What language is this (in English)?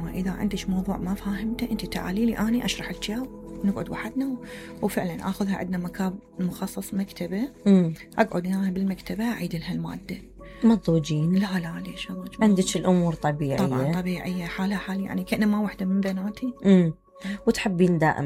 Mesopotamian Arabic